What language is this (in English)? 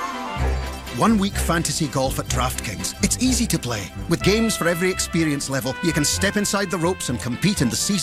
English